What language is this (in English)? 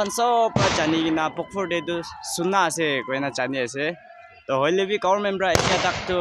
Naga Pidgin